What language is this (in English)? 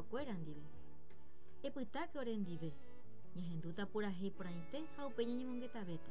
Guarani